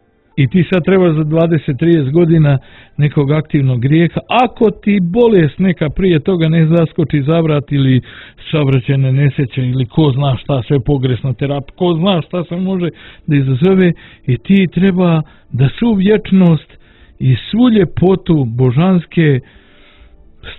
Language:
Bosnian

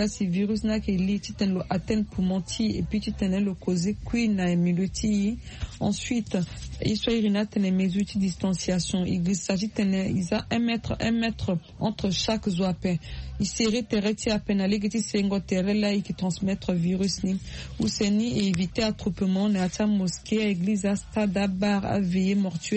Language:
Sango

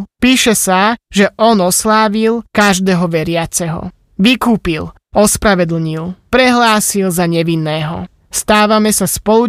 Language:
Slovak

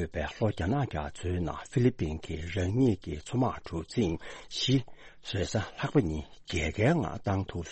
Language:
Tibetan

